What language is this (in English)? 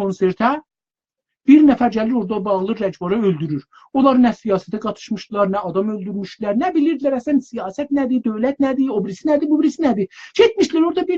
South Azerbaijani